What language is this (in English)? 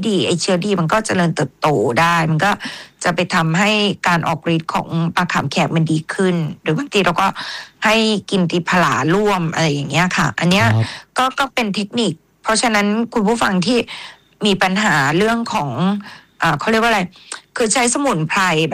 Thai